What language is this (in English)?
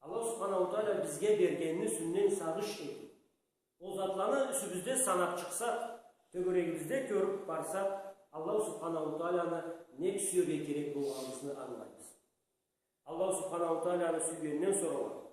Karachay-Balkar